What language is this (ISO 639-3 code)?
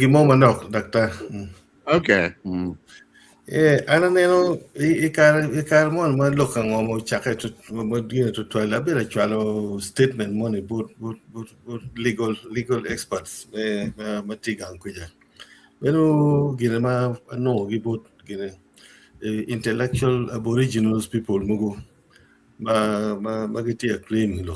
ach